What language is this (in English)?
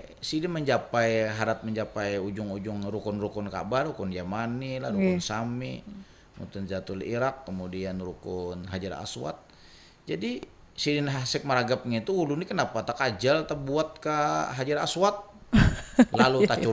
Banjar